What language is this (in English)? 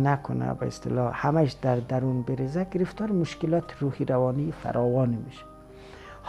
Persian